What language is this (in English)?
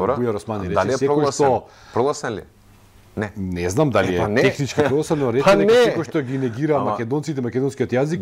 Macedonian